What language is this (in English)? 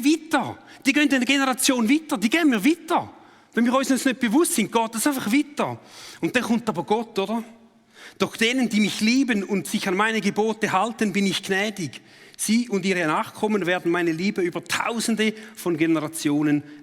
Swiss German